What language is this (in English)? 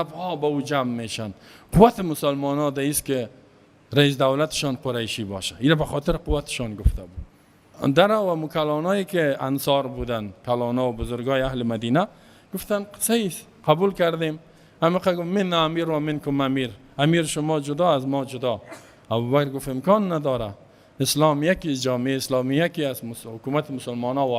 Persian